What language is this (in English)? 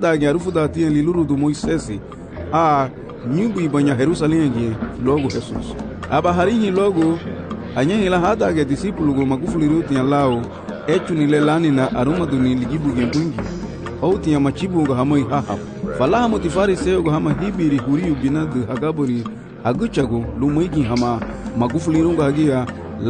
Garifuna